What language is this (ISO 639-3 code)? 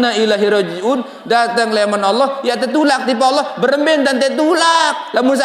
sas